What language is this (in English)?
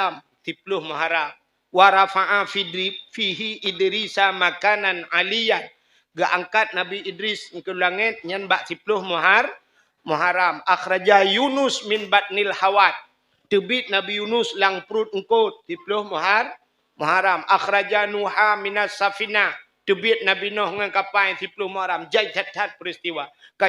Achinese